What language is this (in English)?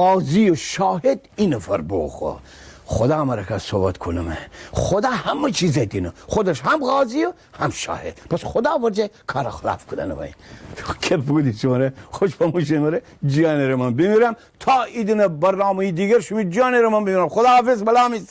Gilaki